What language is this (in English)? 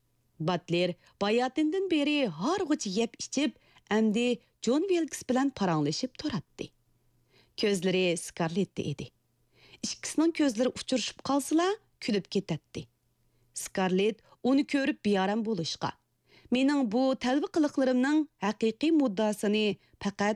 Uyghur